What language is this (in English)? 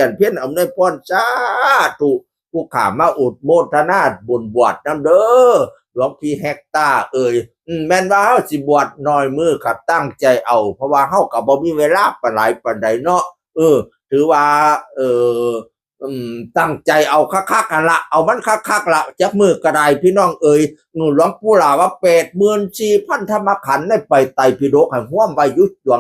Northeastern Thai